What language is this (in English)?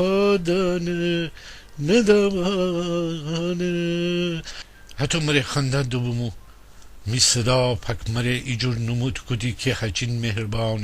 Gilaki